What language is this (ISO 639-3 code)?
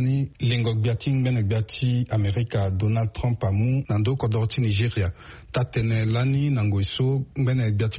sag